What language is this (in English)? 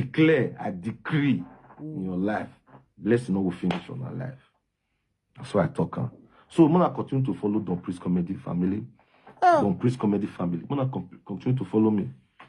Nigerian Pidgin